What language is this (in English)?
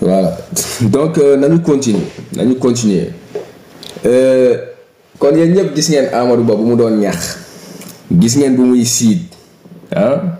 Wolof